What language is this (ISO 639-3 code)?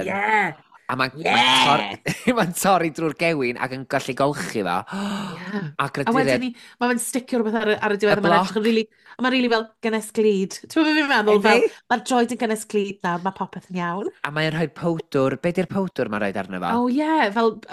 cym